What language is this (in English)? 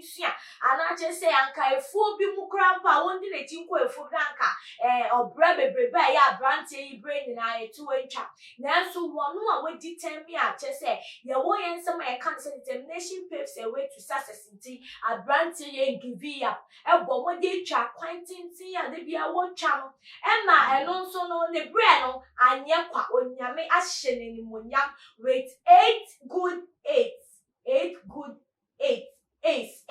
Akan